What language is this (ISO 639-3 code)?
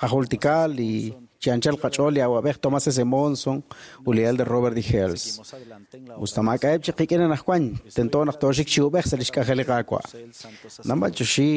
kek